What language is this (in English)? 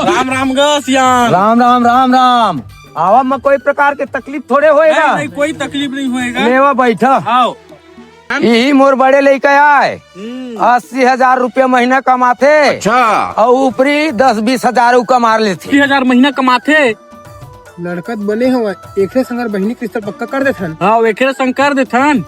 Chhattisgarhi